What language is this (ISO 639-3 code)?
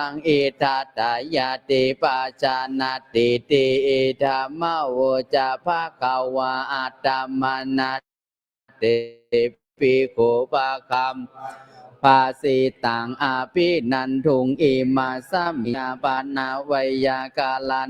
pli